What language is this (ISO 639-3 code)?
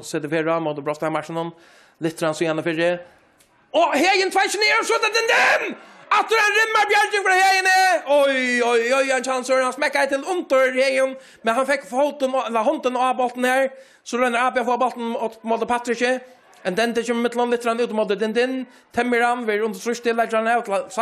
fao